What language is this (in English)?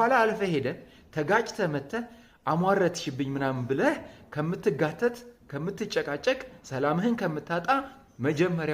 Amharic